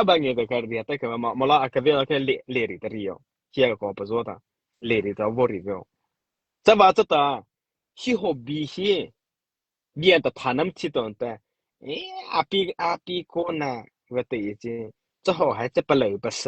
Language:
Mara Chin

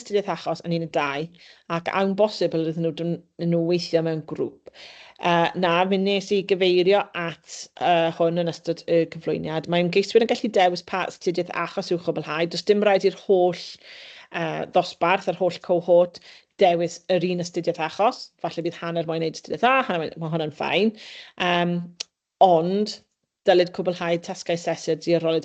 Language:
Welsh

